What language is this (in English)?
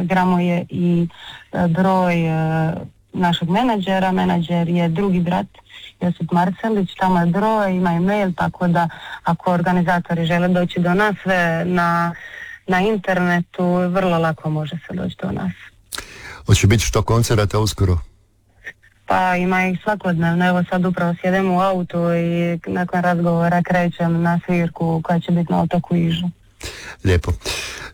Croatian